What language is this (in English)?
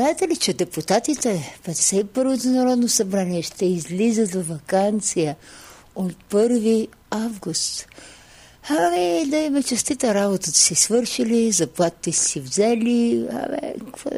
Bulgarian